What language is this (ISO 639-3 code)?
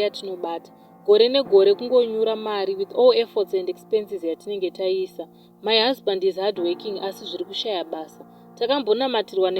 sna